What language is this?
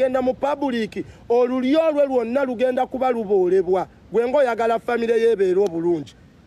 Ganda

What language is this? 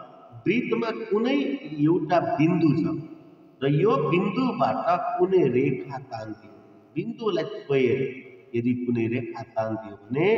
Nepali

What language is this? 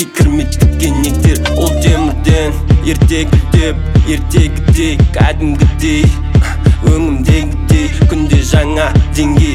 Kazakh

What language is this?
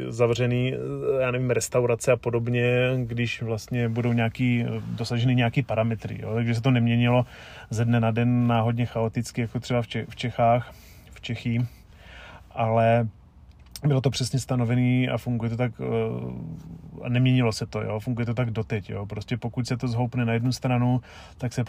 Czech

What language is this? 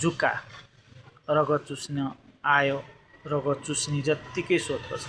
Nepali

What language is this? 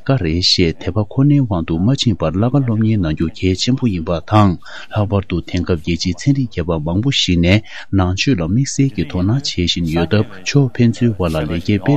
Tibetan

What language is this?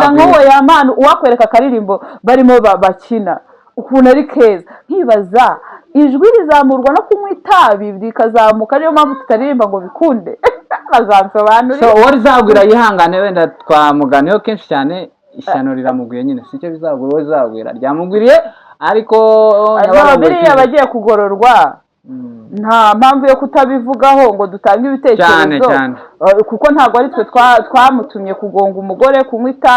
Kinyarwanda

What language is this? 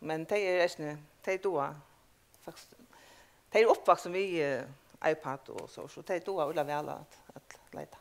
Faroese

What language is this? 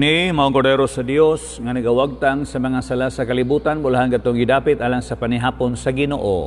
Cebuano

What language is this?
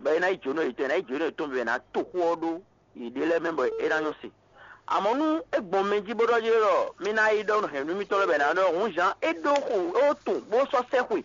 Fon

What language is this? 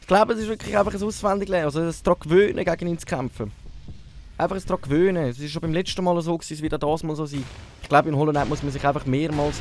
Swiss German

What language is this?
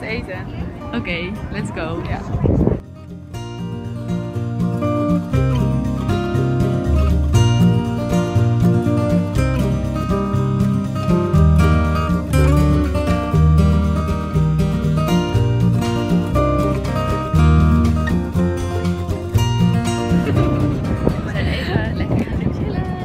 Dutch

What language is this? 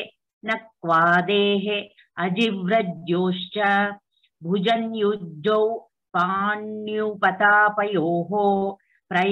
Sanskrit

